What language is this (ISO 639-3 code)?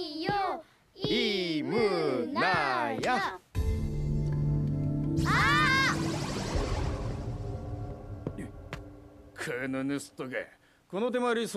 jpn